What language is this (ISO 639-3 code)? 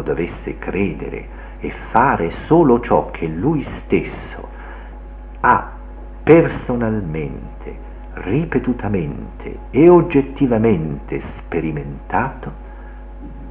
ita